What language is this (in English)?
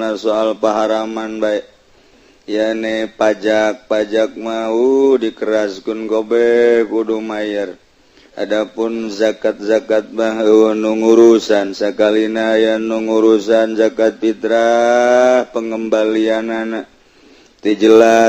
Sundanese